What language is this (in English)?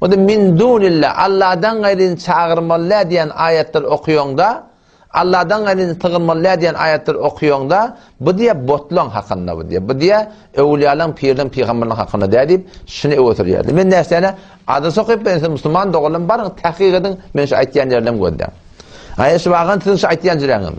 Turkmen